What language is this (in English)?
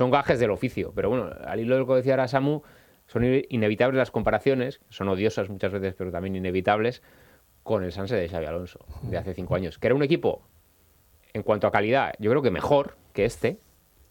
Spanish